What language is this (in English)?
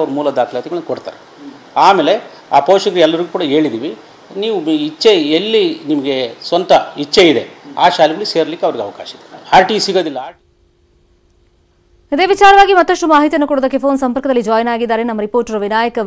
Kannada